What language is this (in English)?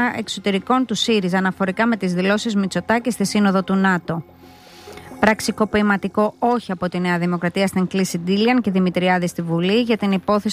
Greek